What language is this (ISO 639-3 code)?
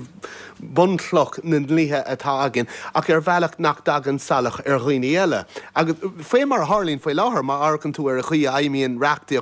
gle